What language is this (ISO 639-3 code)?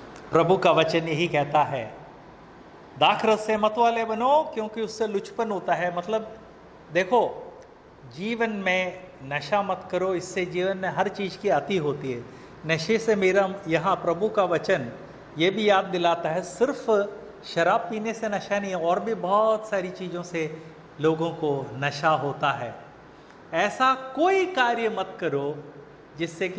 hin